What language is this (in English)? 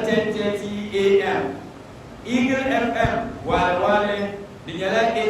Dagbani